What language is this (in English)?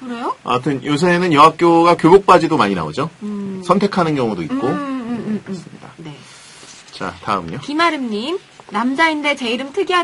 Korean